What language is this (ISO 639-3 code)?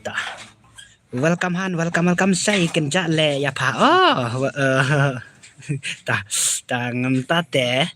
kha